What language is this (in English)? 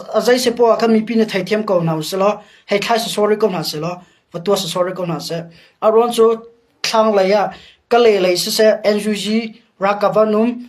Hakha Chin